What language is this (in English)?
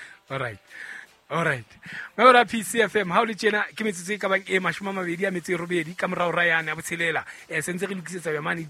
Southern Sotho